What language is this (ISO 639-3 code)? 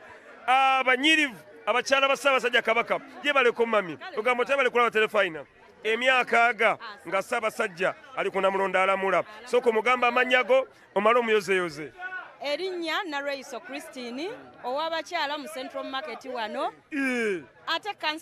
lug